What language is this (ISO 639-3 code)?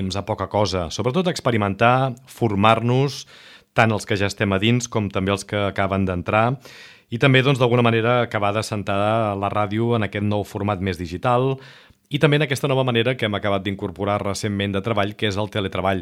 cat